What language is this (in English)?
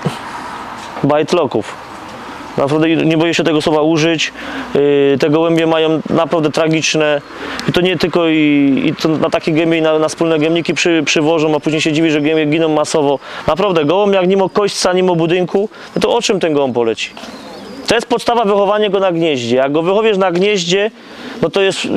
Polish